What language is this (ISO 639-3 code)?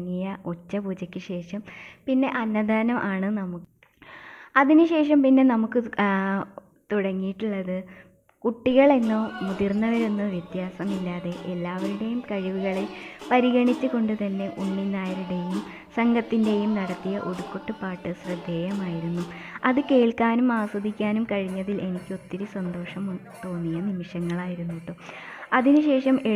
mal